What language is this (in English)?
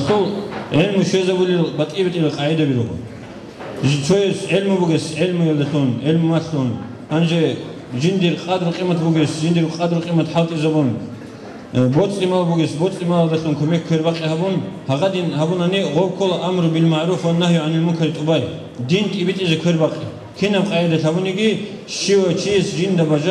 Avaric